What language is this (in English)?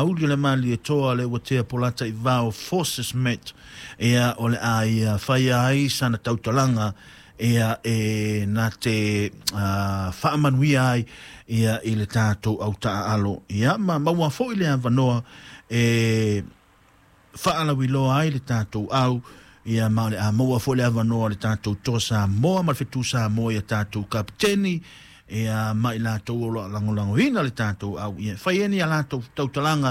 Samoan